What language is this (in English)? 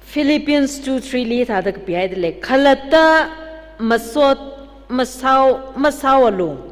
Tangkhul Naga (India)